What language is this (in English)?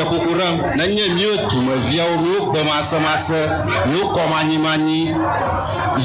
Ewe